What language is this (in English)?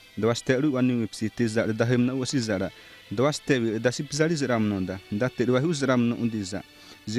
Xavánte